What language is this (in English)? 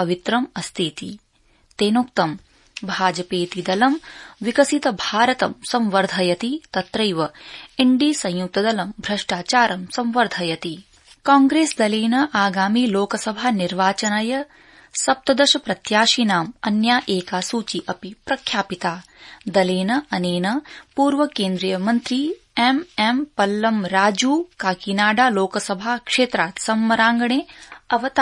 Sanskrit